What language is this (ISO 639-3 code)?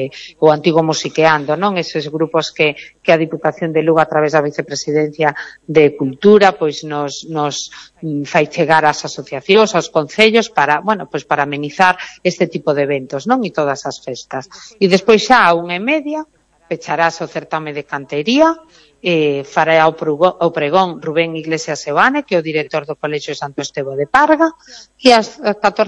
glg